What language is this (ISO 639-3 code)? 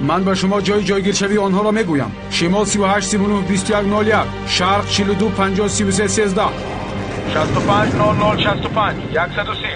tgk